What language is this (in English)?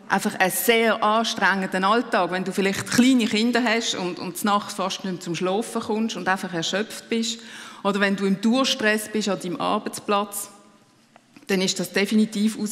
Swiss German